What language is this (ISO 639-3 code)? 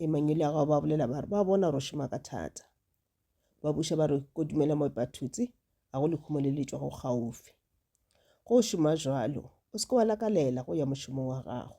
nso